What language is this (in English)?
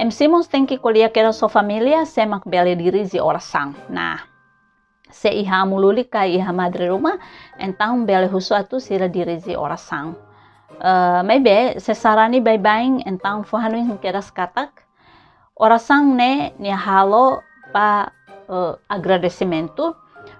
Tetum